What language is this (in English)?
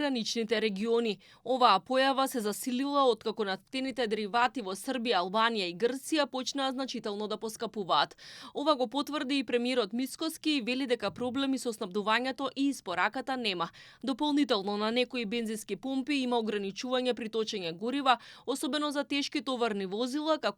Macedonian